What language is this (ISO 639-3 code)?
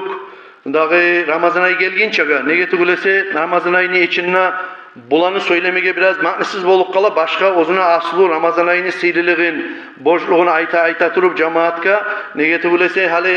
kum